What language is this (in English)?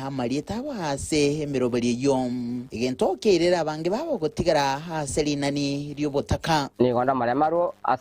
Gusii